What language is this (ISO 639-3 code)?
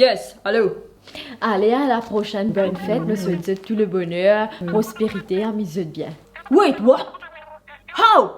mfe